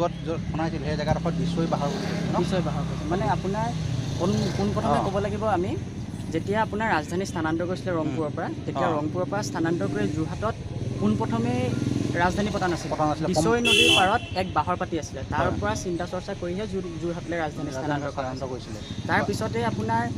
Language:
Assamese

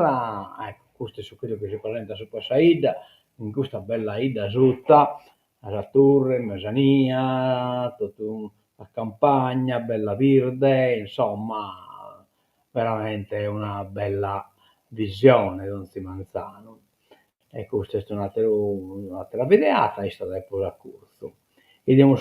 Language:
Sardinian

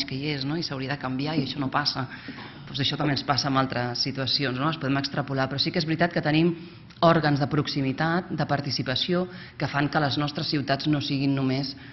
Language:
Catalan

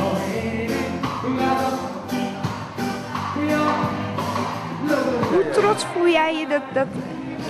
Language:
Dutch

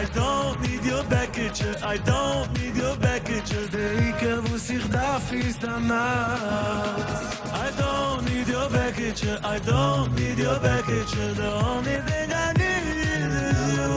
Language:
Yiddish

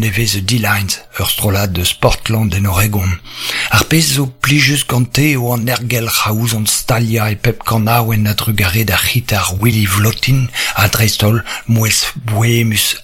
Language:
Breton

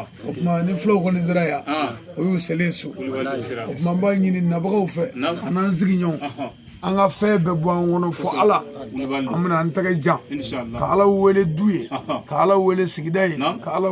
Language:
Bambara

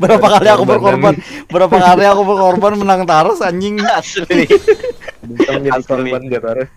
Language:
Banjar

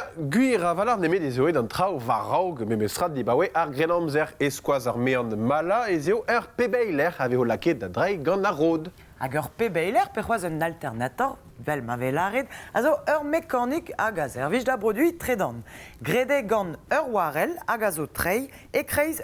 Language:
Breton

